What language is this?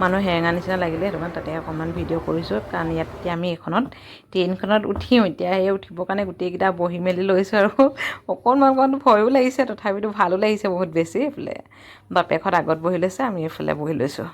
Assamese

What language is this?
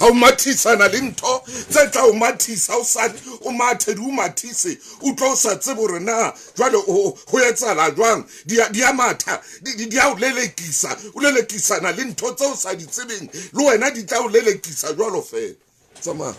Southern Sotho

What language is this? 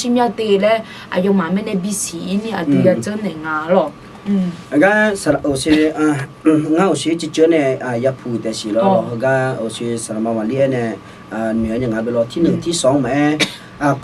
Akha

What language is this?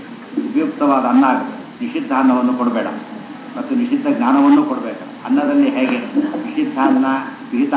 Kannada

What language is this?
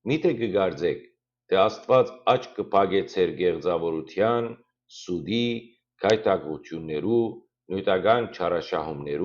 Western Armenian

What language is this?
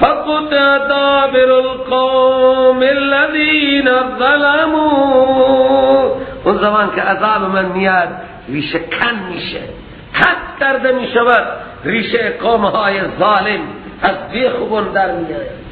Persian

